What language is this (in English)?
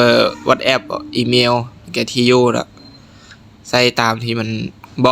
Lao